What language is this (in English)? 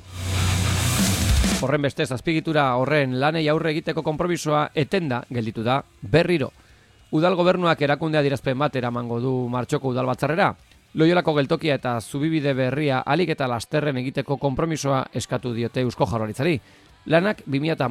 Basque